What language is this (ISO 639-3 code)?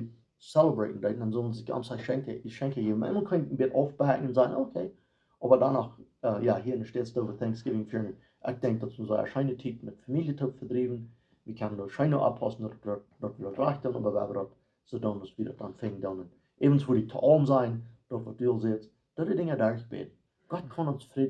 pdt